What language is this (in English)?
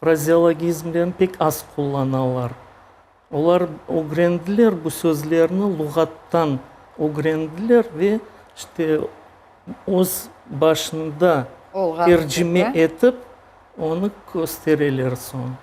Crimean Tatar